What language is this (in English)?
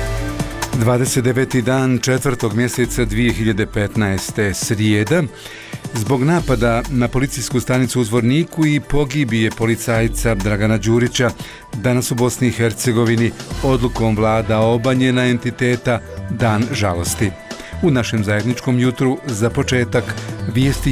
Bosnian